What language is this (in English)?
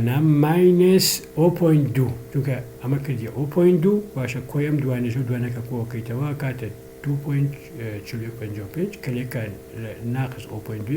Central Kurdish